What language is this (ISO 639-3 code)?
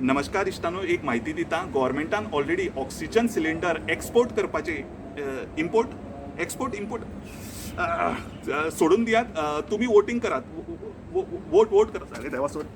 kok